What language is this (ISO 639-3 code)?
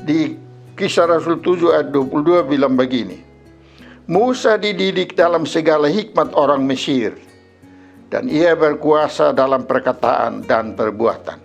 mkn